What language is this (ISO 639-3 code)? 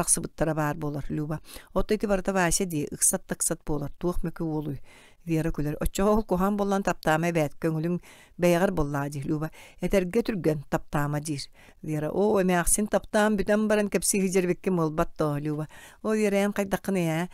sah